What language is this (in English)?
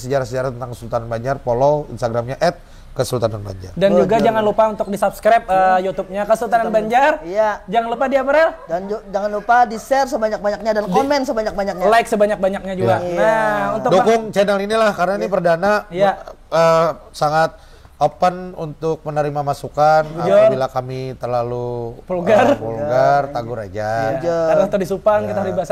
Banjar